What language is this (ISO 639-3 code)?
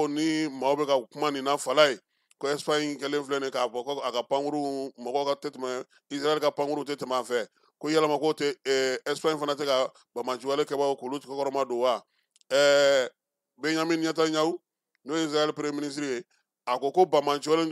bam